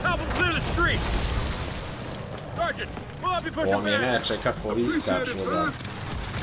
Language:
Croatian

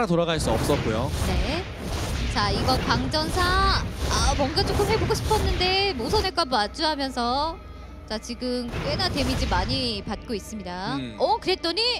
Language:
Korean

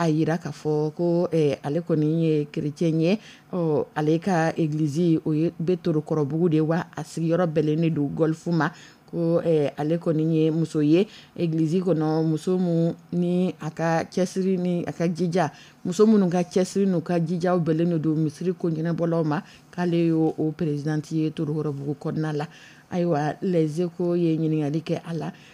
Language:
Dyula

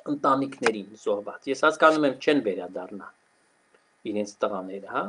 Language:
Armenian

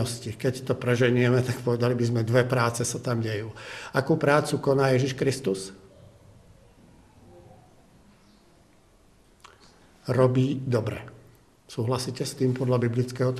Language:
Slovak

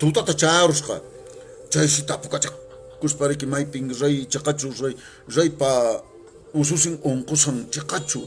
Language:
Quechua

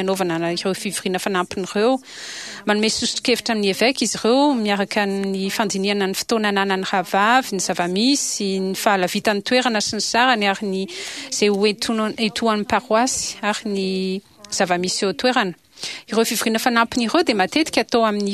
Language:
Malagasy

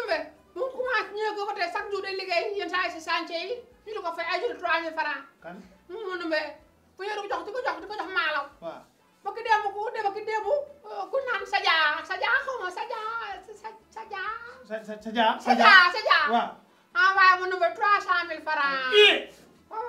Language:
Wolof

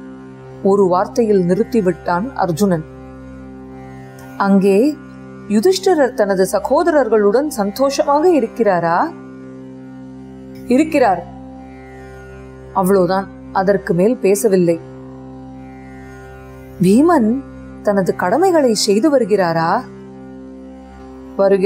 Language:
Tamil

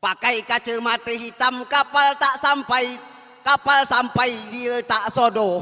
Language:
Minangkabau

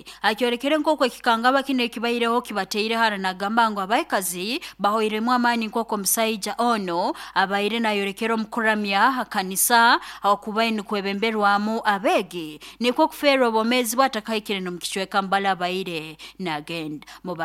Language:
Nyankole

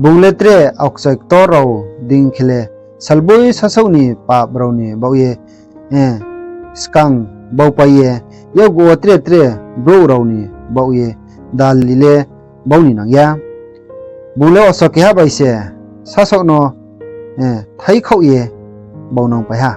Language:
Riang (India)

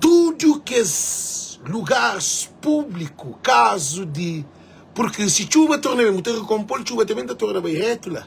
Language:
Kabuverdianu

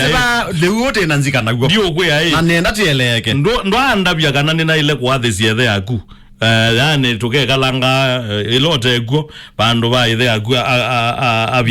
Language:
Kamba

